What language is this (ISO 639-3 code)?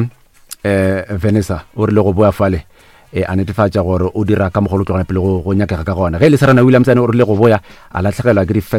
nso